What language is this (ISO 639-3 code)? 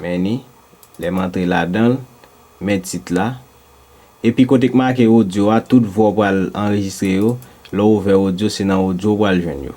hat